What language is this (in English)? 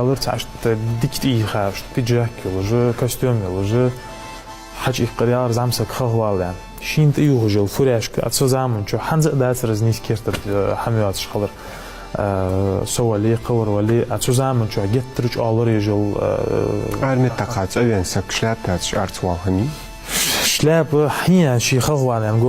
Ingush